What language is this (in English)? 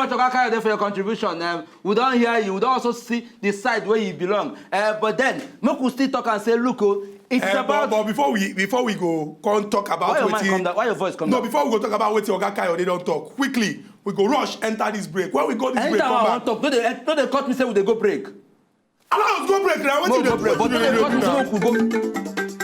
Nigerian Pidgin